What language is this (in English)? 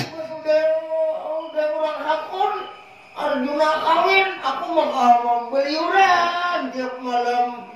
Banjar